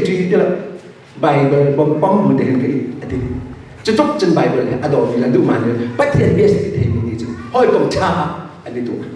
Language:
Hakha Chin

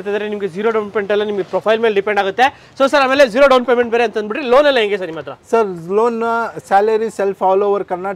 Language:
Kannada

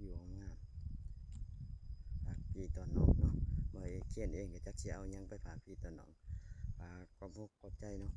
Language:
Lao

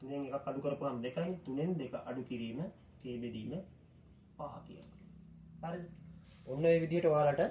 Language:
Sinhala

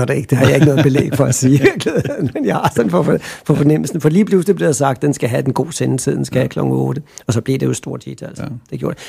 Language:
Danish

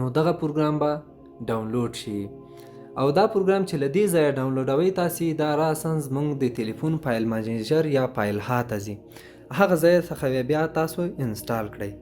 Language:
Pashto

